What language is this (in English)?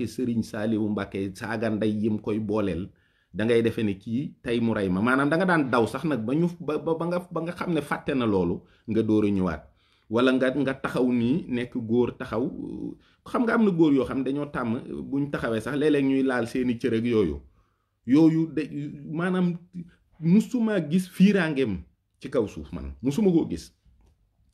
Wolof